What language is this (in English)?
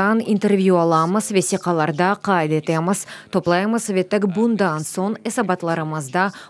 Crimean Tatar